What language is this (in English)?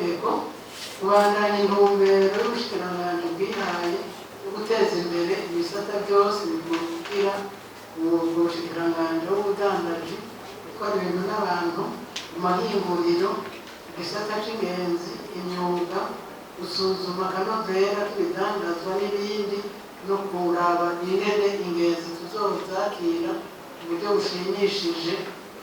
Rundi